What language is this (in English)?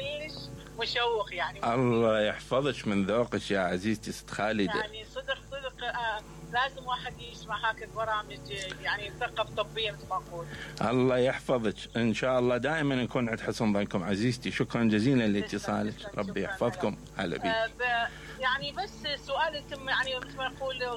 Mesopotamian Arabic